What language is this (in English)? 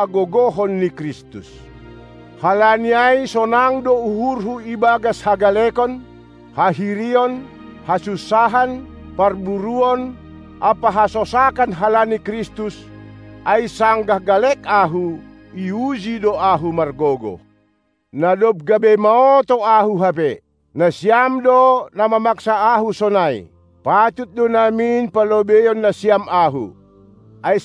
Batak Simalungun